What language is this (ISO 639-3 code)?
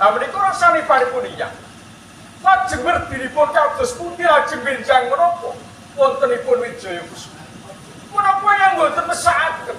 jav